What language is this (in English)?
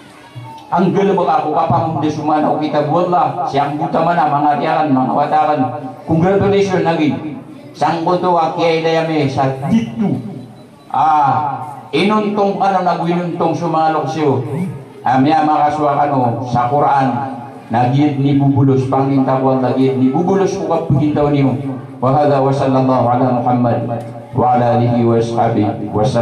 Maranao